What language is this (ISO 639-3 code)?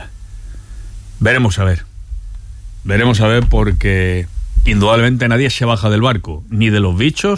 spa